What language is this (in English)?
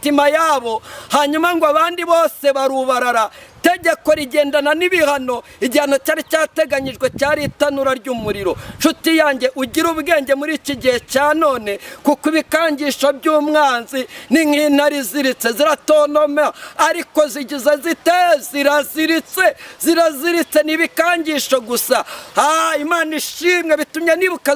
Kinyarwanda